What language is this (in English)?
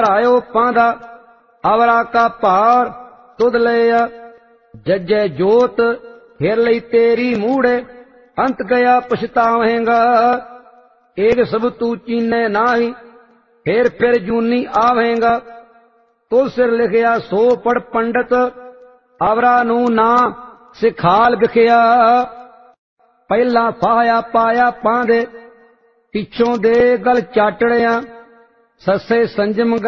Punjabi